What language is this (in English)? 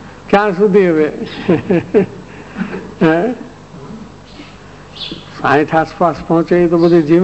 Gujarati